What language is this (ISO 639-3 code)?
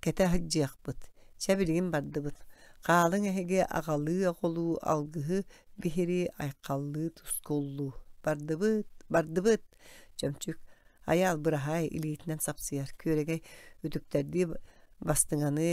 sah